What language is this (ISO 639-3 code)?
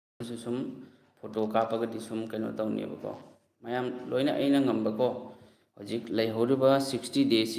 mni